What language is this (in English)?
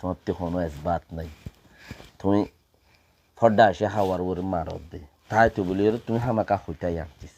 Rohingya